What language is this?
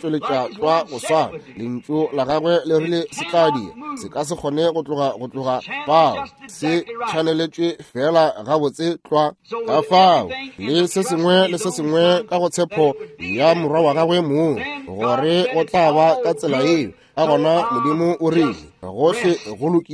Northern Sotho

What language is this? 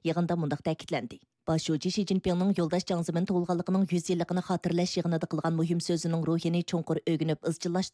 Uyghur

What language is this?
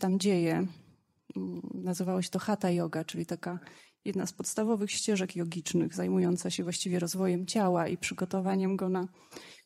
Polish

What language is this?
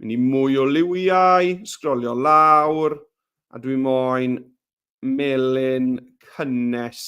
Welsh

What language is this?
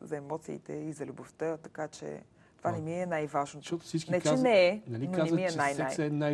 Bulgarian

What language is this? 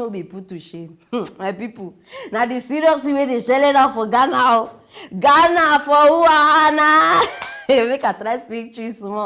Nigerian Pidgin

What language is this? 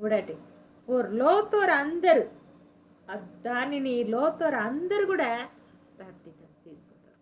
Koya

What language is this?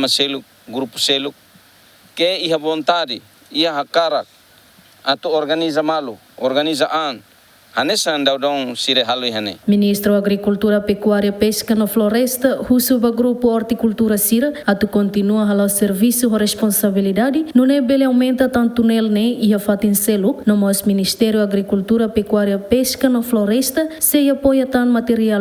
Tetum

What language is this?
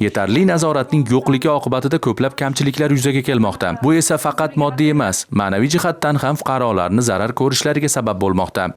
Uzbek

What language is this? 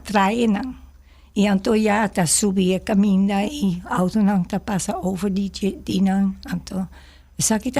Papiamento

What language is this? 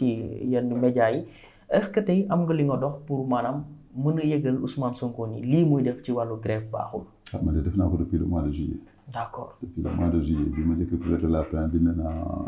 Wolof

